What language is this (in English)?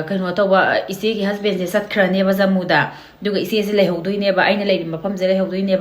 Manipuri